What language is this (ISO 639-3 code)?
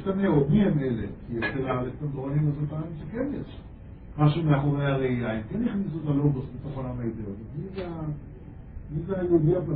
heb